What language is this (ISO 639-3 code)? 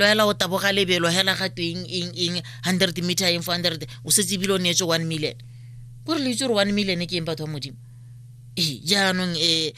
tsn